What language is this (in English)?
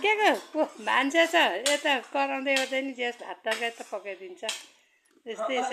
Nepali